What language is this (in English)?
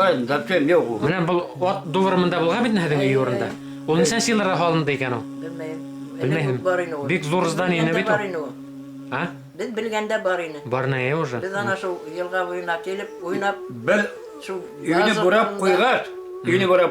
Bashkir